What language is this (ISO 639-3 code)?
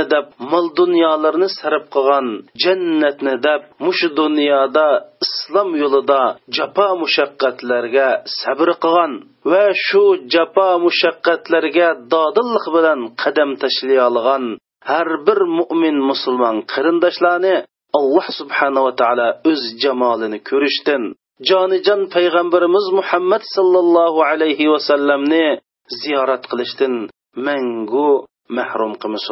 uig